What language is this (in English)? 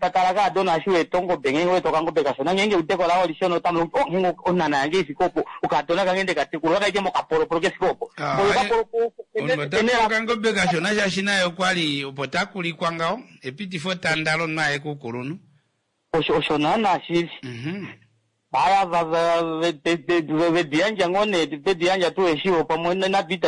Kuanyama